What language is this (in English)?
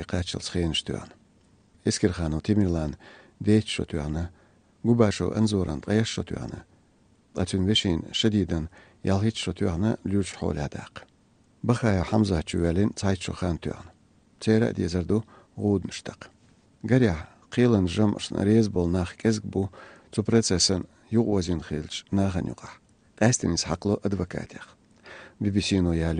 Chechen